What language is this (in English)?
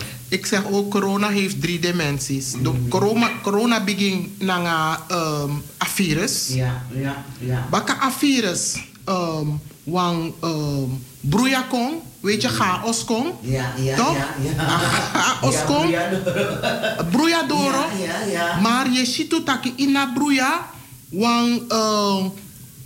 Dutch